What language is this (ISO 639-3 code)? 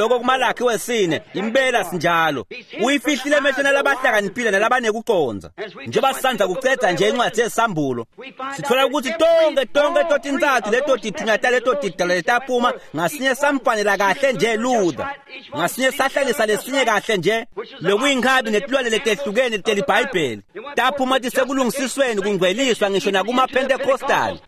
ssw